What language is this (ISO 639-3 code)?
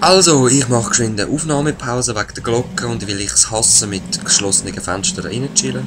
gsw